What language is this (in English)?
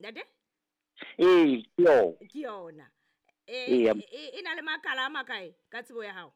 Southern Sotho